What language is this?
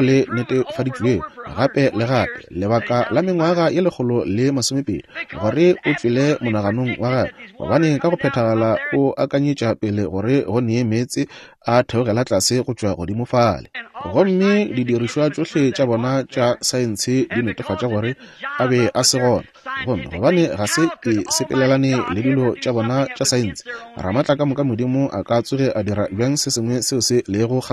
Northern Sotho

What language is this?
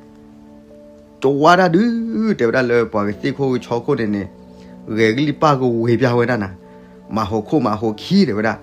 S'gaw Karen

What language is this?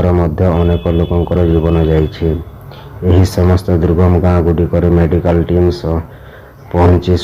Odia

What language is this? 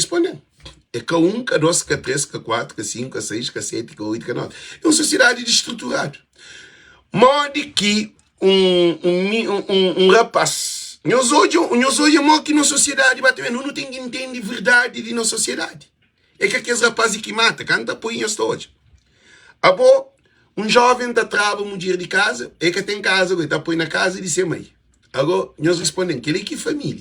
Kabuverdianu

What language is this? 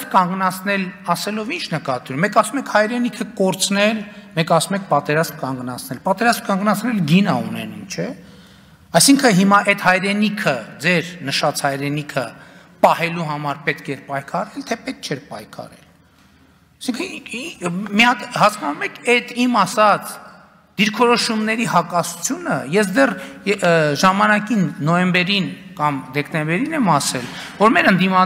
Armenian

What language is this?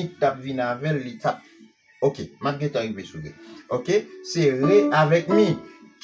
Haitian Creole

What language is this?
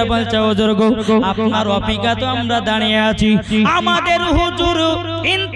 Bangla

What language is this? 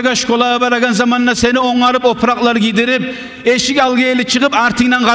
Kumyk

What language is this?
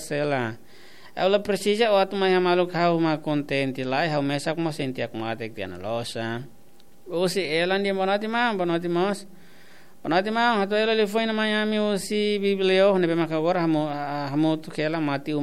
Tetum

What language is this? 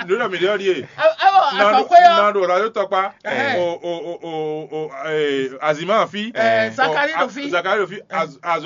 Fon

